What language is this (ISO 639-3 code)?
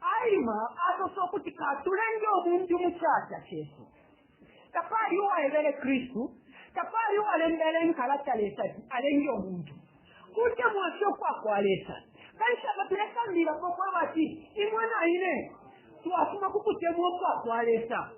bem